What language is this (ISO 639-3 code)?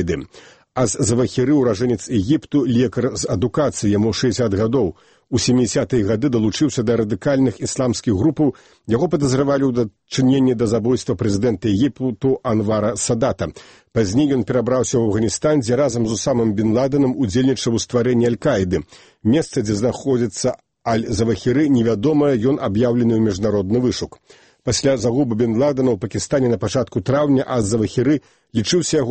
bel